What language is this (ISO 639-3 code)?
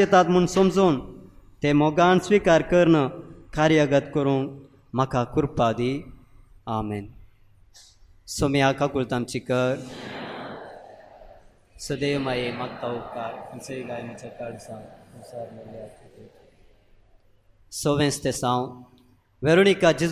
kok